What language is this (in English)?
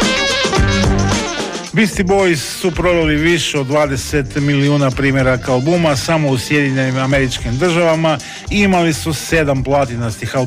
Croatian